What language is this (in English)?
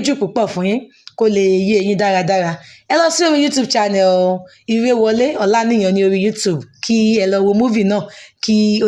Yoruba